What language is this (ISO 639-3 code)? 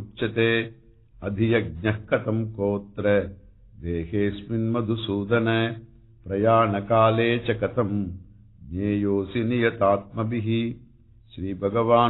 san